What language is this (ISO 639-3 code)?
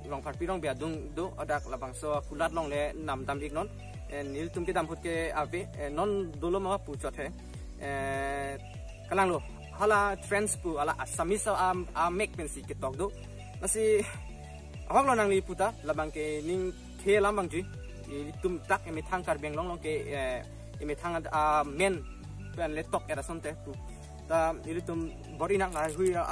mjw